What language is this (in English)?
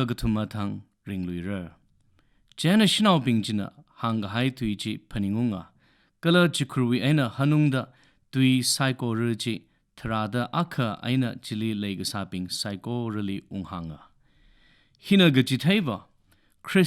Tangkhul Naga (India)